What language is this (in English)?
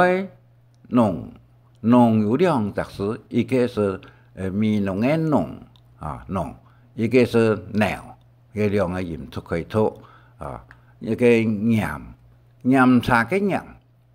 Hakka Chinese